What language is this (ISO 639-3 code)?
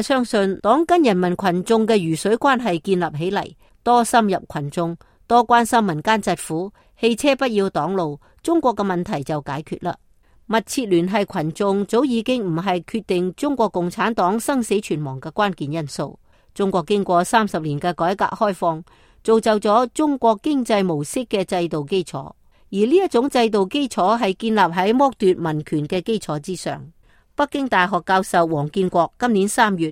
yue